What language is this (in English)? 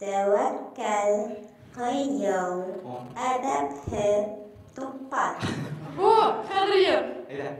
Bashkir